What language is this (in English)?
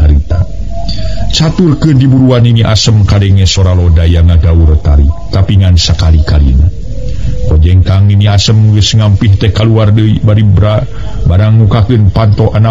Sundanese